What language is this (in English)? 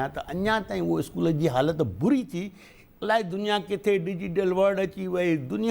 Sindhi